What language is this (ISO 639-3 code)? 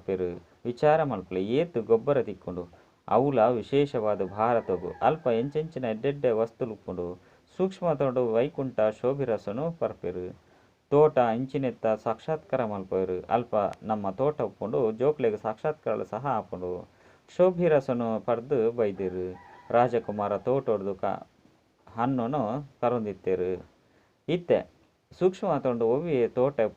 tcy